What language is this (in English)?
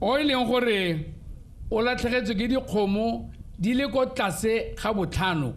Tswana